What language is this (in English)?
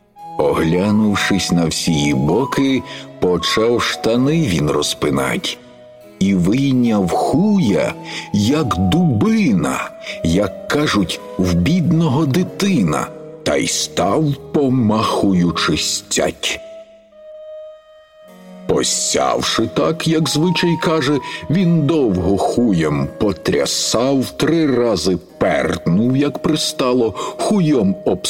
Ukrainian